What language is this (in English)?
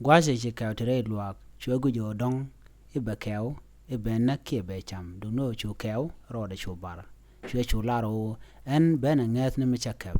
Nuer